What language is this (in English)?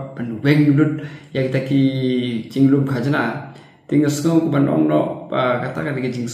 Khasi